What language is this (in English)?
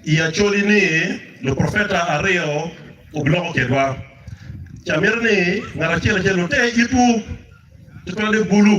Acoli